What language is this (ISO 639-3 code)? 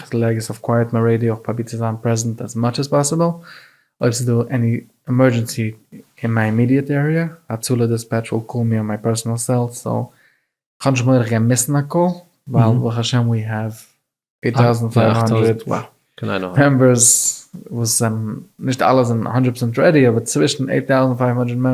yid